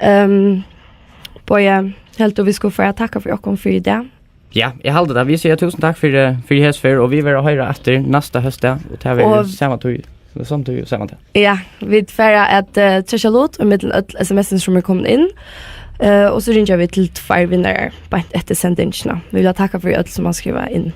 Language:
Faroese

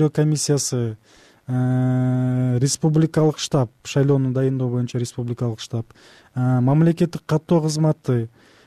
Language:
Kyrgyz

